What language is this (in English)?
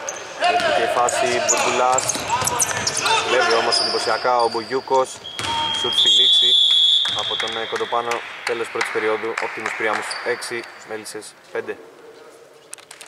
Greek